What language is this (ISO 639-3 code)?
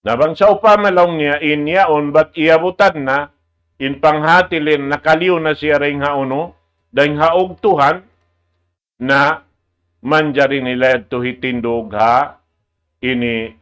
tsg